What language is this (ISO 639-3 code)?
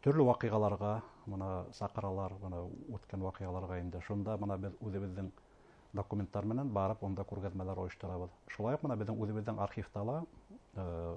bak